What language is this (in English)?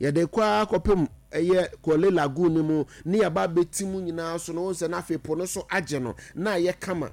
Akan